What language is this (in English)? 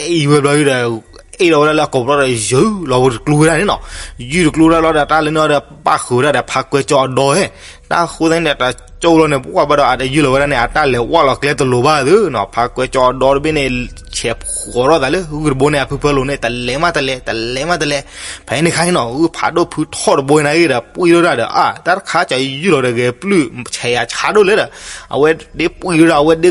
S'gaw Karen